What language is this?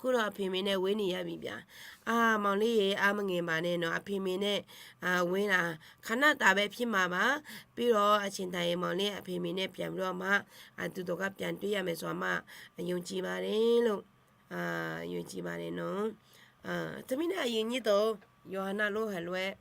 Akha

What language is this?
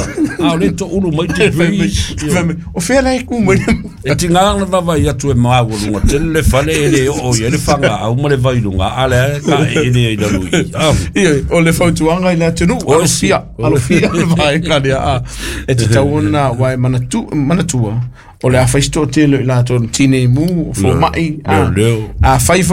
Samoan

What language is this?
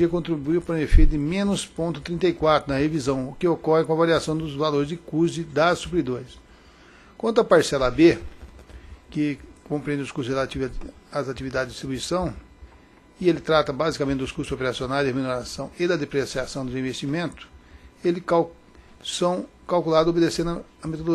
Portuguese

